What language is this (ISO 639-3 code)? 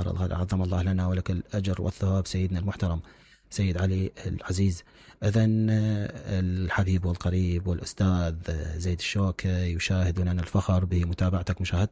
acm